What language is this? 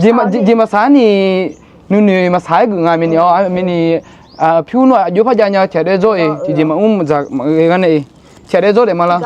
Akha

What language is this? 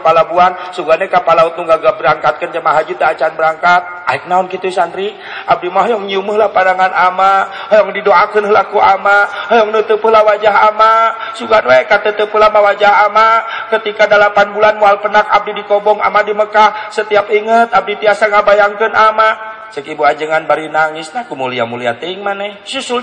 Sundanese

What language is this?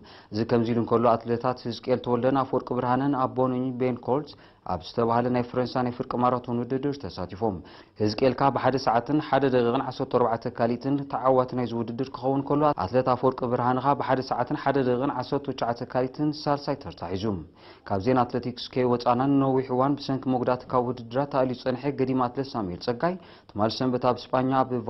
Tigrinya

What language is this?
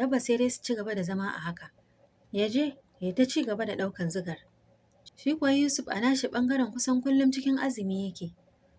Hausa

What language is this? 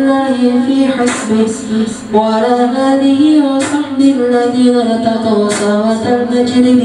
Arabic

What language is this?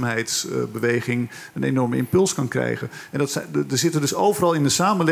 Dutch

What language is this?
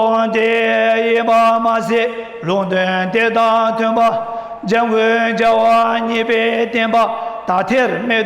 Tibetan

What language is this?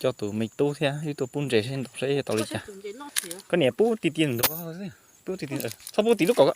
Hmong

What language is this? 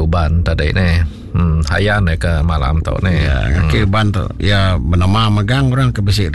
Iban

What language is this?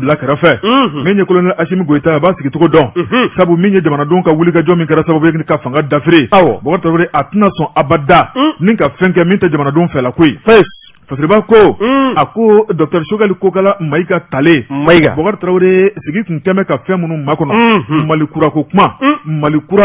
Bambara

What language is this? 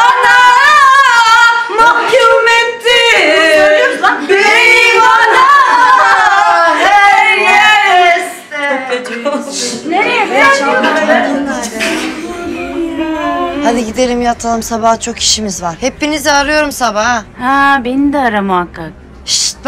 Turkish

